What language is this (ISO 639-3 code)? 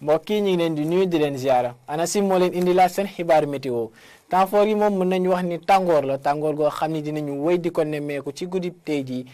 wol